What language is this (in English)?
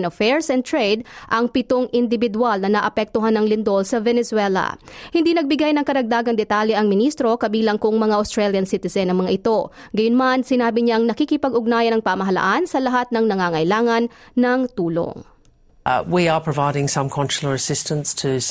Filipino